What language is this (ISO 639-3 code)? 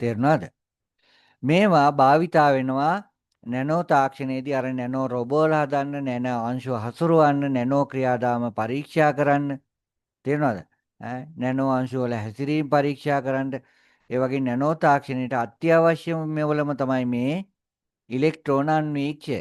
sin